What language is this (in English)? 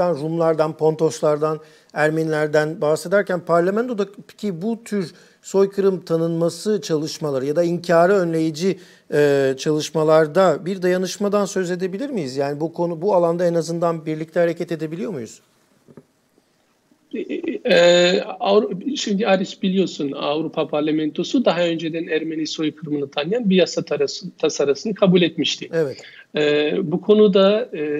Turkish